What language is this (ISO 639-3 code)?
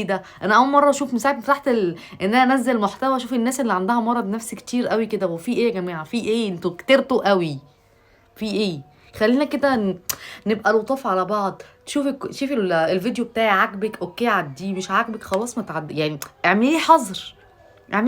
arz